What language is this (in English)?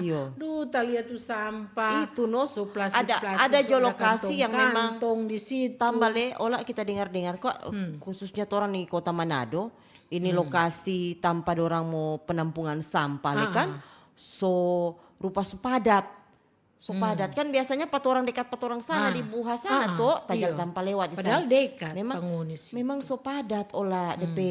Manado Malay